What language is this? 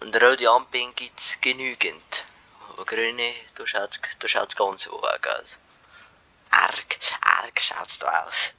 Bavarian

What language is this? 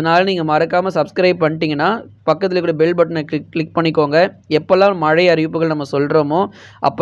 Tamil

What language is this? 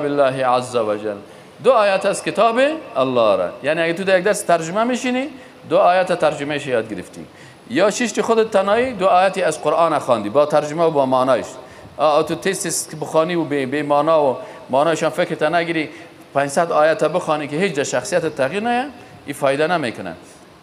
Persian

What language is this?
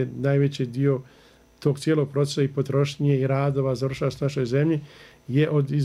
Bosnian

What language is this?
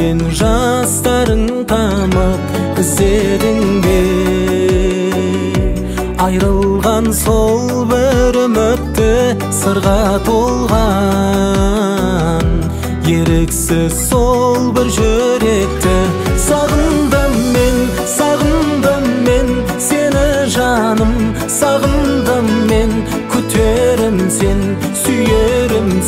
Kazakh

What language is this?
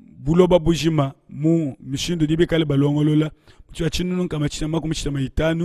Luba-Lulua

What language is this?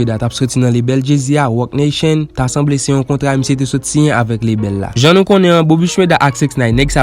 Haitian Creole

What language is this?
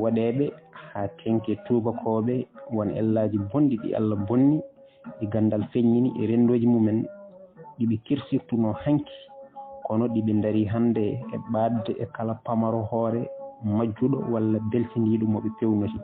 Fula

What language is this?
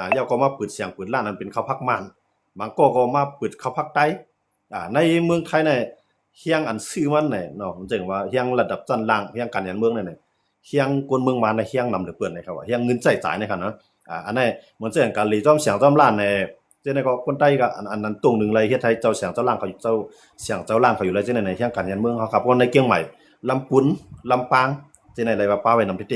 Shan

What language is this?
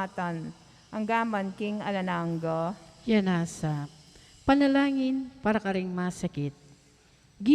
Pampanga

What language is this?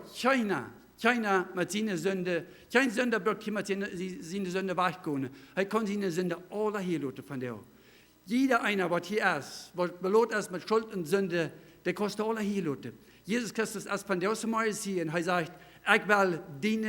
Plautdietsch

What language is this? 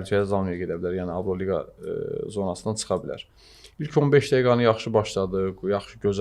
Azerbaijani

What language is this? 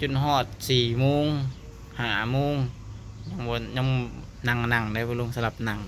Lao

